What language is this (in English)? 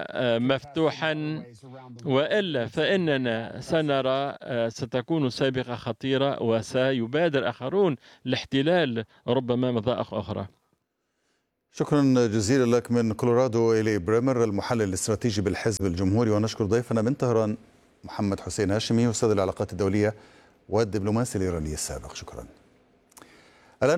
Arabic